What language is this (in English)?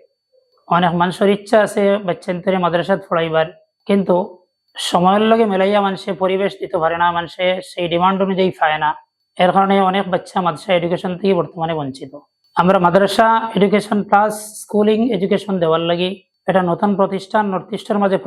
Sylheti